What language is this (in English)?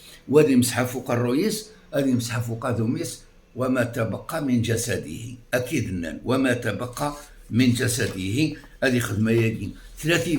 Kabyle